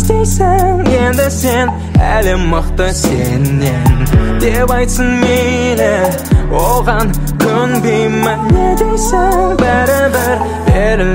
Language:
Kazakh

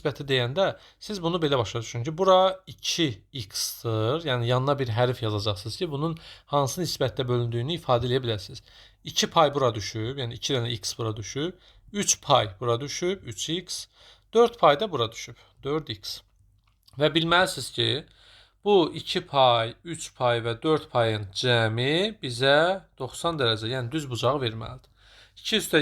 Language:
Azerbaijani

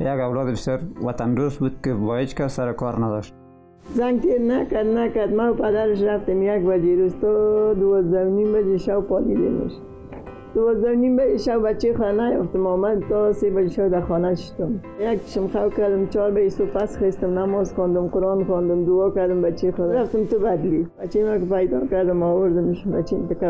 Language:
Persian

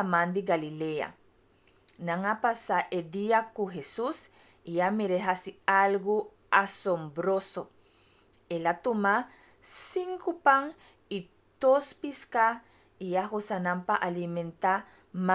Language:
Papiamento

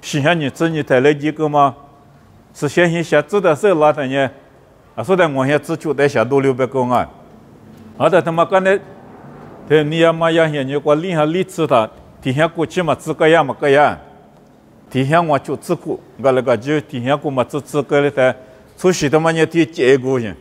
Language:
Lisu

